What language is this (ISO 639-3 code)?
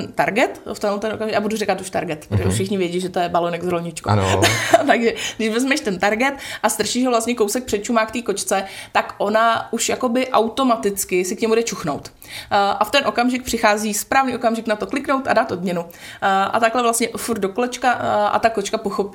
ces